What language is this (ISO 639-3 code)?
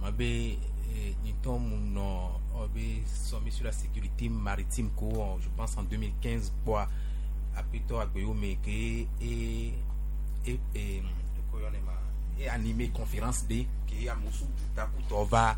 gej